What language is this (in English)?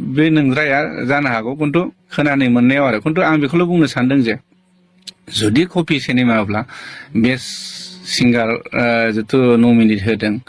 Bodo